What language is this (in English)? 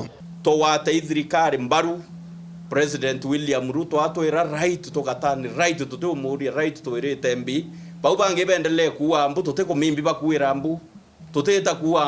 Meru